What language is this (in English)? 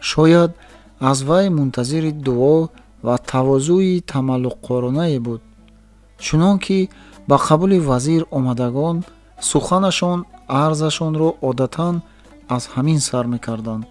Tajik